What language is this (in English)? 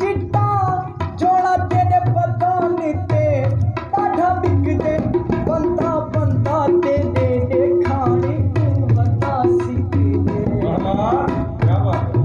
Saraiki